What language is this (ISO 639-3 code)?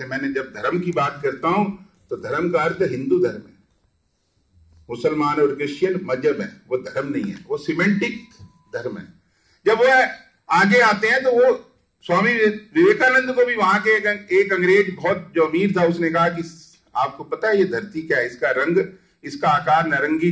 hin